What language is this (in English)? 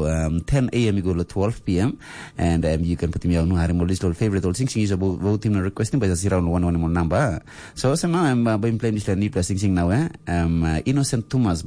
Tok Pisin